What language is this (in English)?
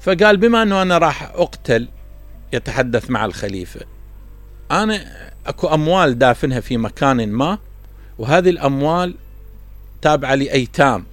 Mesopotamian Arabic